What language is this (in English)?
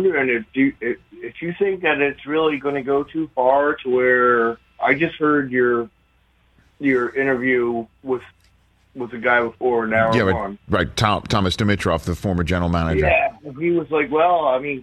English